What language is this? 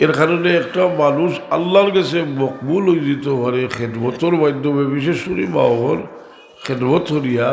Sylheti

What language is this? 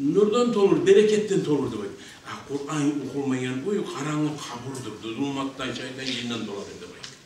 Kumyk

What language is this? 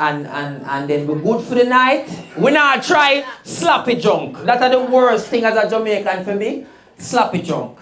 Jamaican Creole English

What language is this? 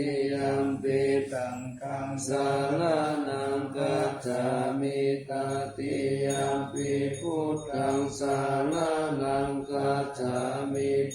Pali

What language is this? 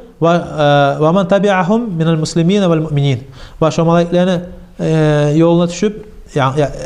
Kumyk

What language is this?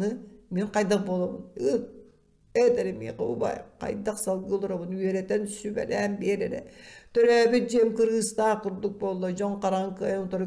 Yakut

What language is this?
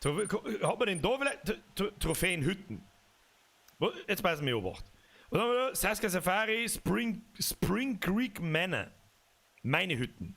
Bavarian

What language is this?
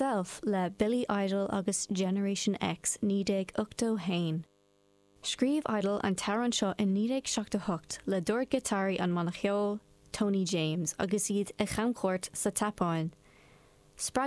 Irish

